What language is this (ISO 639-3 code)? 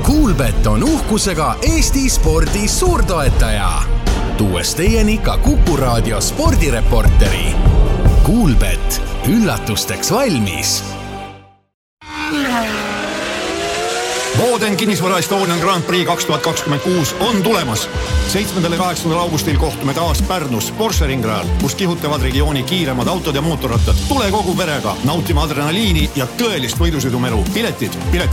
est